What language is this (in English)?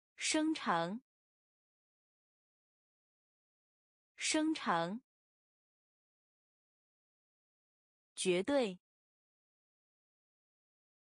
Chinese